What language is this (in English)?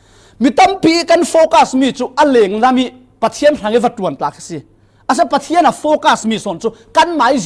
Falam Chin